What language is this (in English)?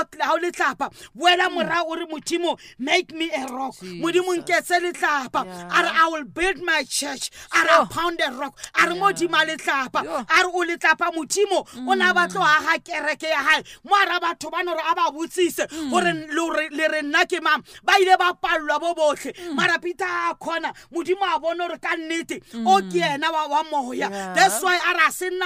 Southern Sotho